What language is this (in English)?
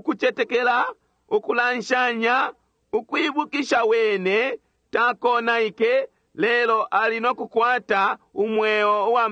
Bemba